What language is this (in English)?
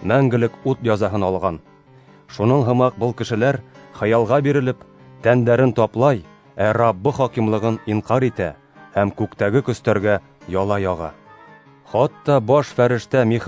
Bashkir